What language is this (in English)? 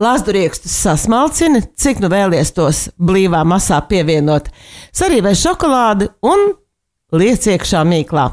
Latvian